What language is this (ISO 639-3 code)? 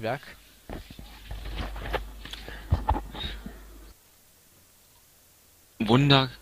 deu